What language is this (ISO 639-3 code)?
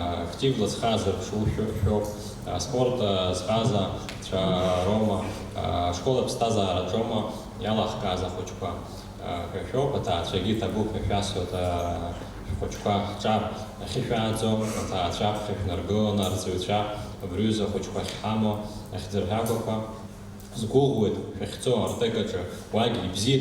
abk